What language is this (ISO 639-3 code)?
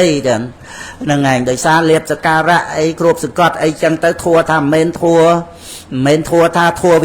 khm